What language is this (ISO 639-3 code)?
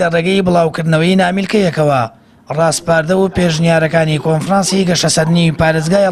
ckb